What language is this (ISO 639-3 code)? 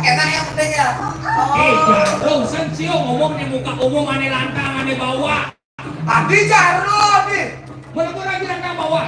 ban